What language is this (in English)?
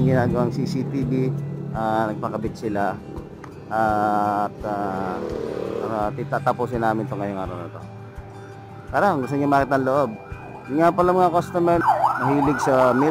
Filipino